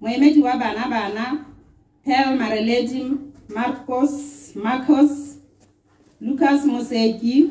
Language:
Tswana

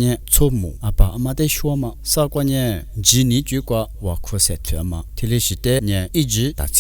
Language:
Lisu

